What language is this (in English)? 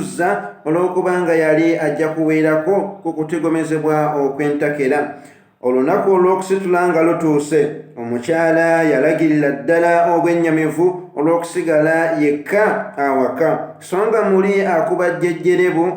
Ganda